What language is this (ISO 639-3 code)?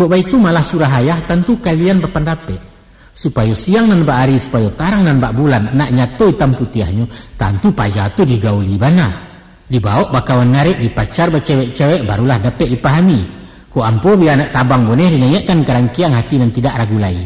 min